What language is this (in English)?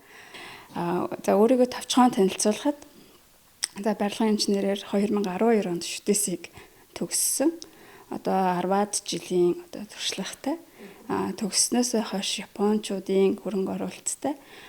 Mongolian